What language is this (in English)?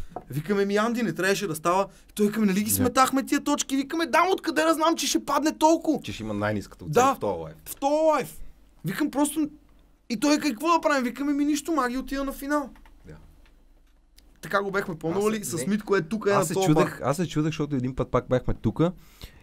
Bulgarian